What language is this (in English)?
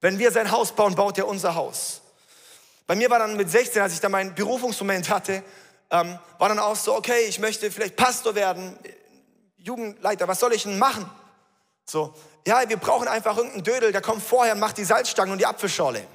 Swiss German